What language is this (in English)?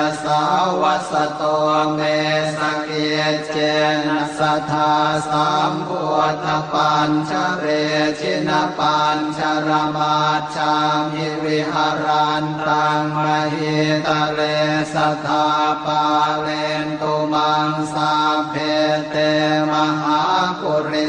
Pali